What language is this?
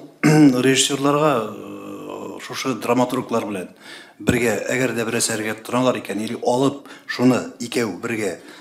Tatar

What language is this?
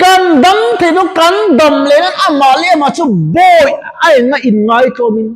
Mizo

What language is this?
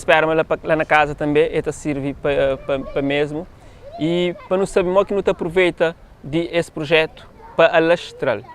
Kabuverdianu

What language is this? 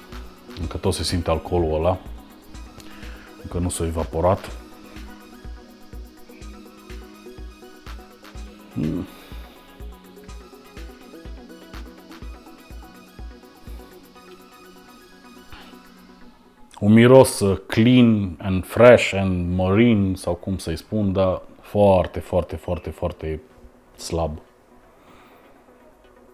Romanian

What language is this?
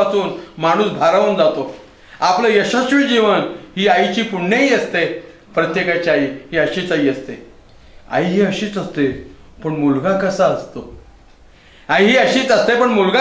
Marathi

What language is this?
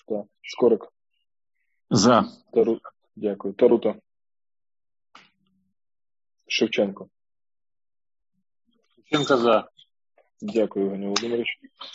Ukrainian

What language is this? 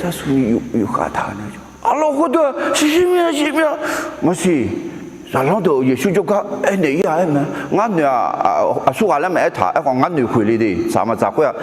Akha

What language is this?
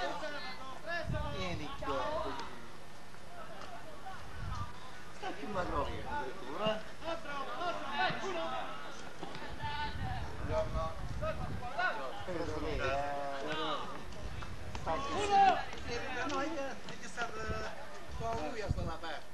Italian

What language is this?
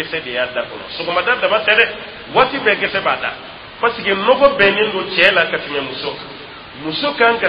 Dyula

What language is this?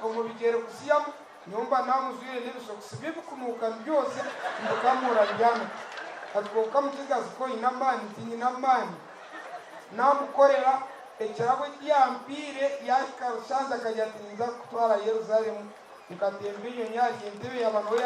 Nyankole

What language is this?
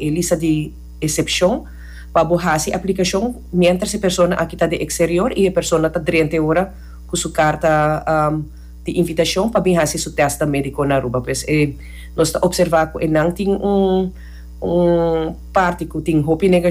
Papiamento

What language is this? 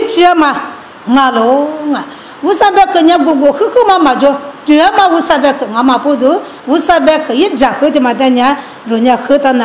Lisu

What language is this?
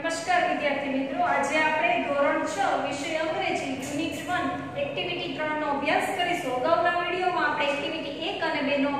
Gujarati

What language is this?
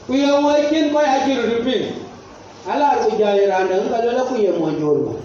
Dinka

